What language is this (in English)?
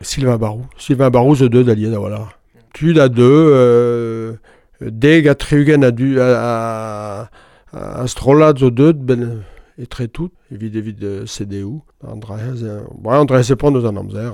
Breton